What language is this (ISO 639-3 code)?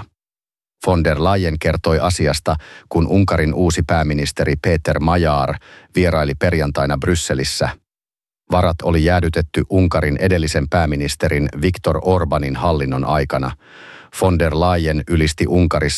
fin